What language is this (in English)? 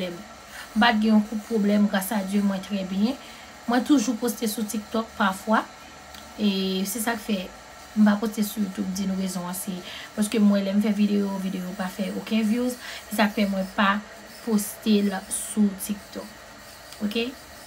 Haitian Creole